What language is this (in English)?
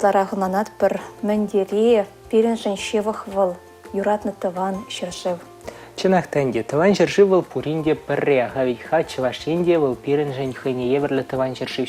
Chuvash